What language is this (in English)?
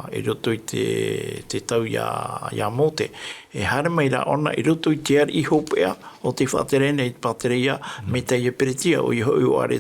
Tahitian